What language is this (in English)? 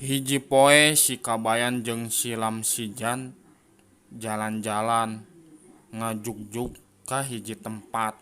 Sundanese